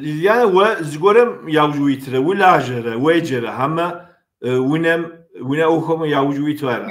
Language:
Kabardian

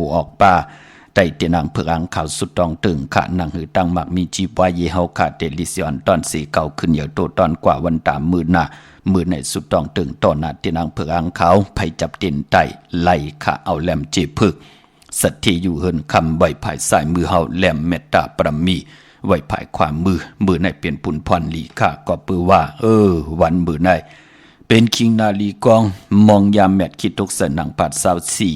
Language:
Shan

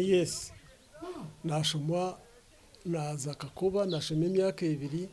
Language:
Nyankole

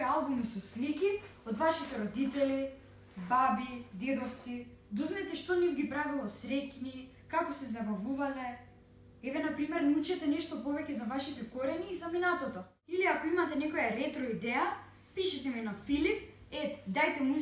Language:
Macedonian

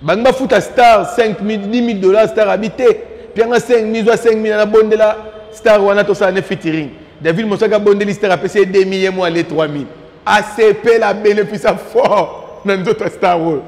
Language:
Lingala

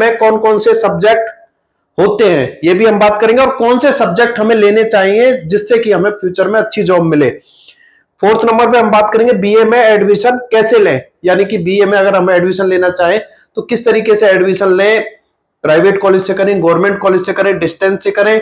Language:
Hindi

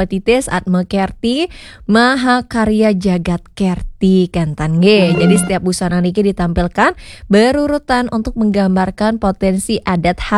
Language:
Balinese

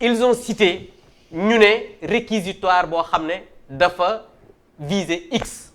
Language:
Wolof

